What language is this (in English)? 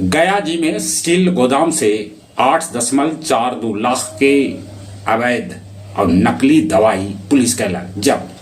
Magahi